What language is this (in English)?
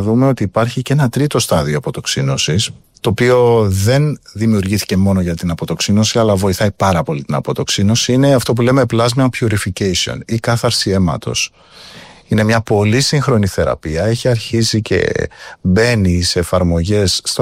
Greek